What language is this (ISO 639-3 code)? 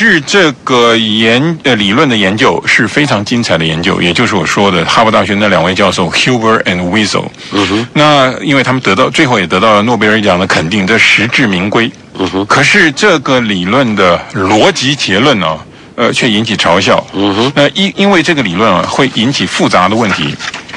zho